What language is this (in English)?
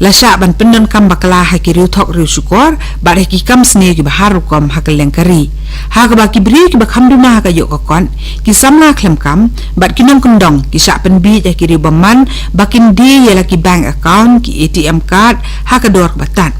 Khasi